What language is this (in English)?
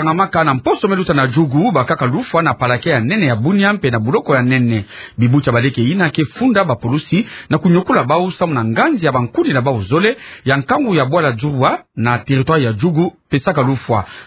Kituba (Democratic Republic of Congo)